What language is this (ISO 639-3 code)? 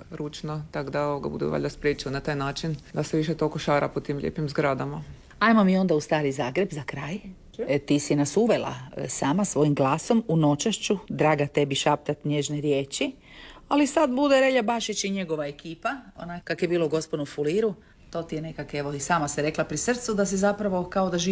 hrv